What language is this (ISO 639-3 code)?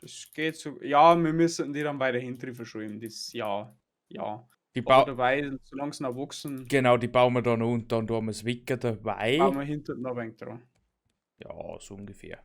bar